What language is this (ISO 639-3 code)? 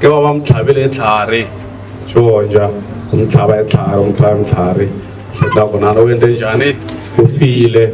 tso